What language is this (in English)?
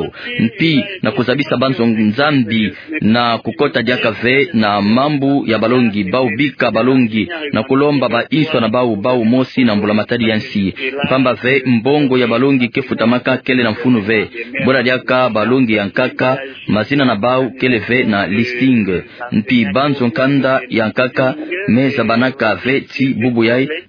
Kituba (Democratic Republic of Congo)